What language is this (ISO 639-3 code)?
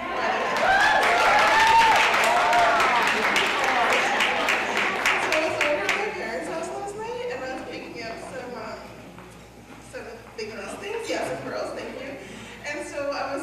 eng